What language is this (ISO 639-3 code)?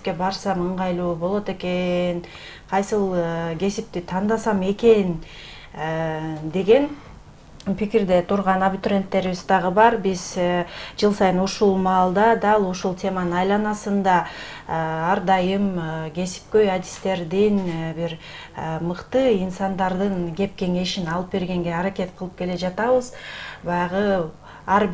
kir